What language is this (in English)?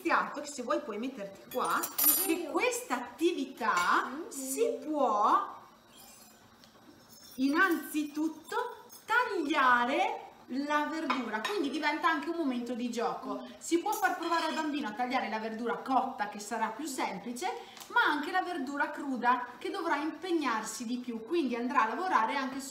Italian